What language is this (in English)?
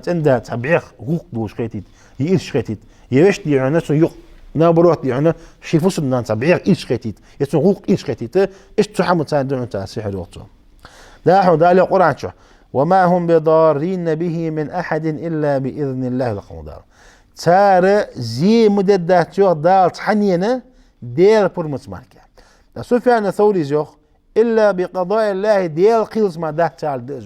Ingush